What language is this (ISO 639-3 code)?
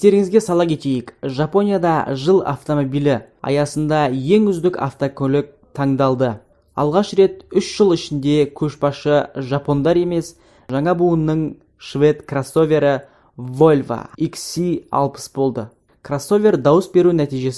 kaz